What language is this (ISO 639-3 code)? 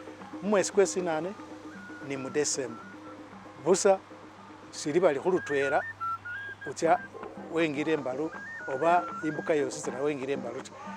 myx